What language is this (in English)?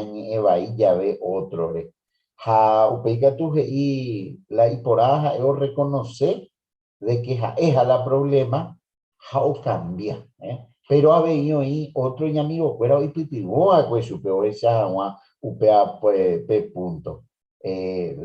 Guarani